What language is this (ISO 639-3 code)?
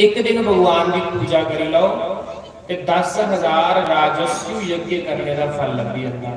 doi